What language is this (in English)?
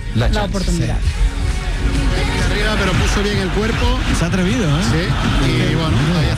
Spanish